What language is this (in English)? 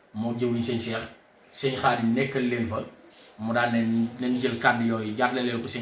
Wolof